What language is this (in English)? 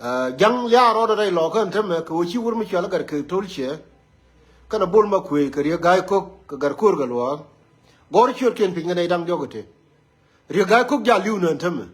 Nuer